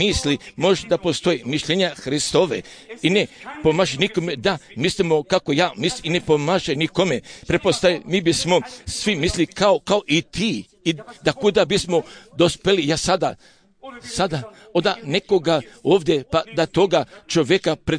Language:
Croatian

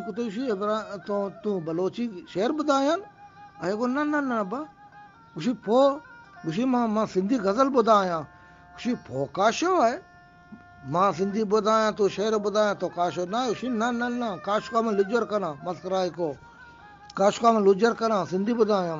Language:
Eastern Balochi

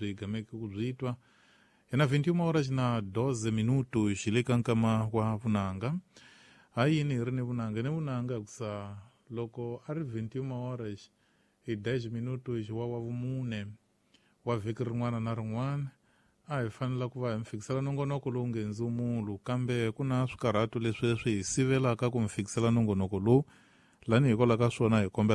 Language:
Tsonga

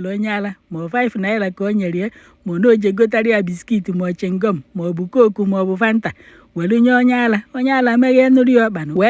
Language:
Igbo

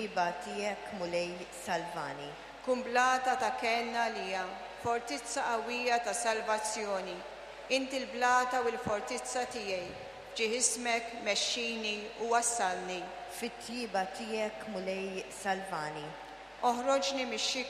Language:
Maltese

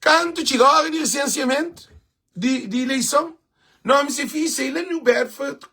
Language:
Kabuverdianu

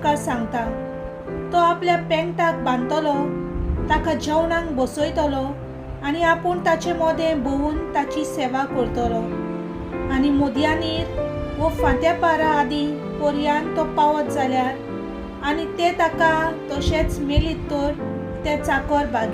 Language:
Konkani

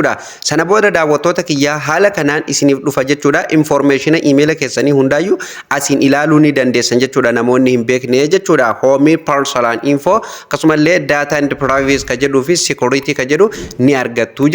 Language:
Oromo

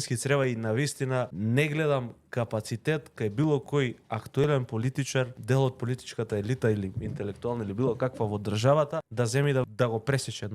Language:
Macedonian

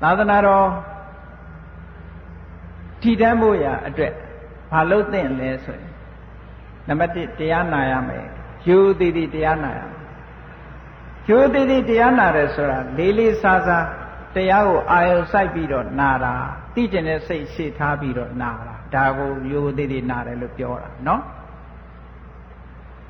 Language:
Burmese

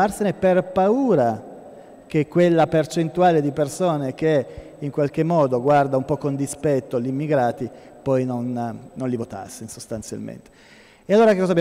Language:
Italian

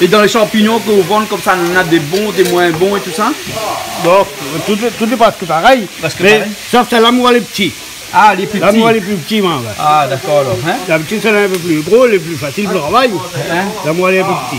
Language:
Réunion Creole French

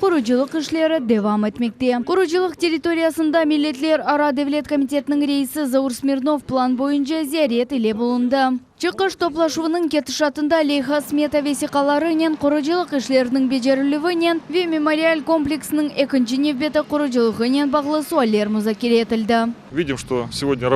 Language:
Crimean Tatar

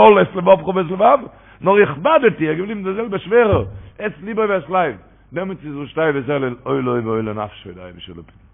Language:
Yiddish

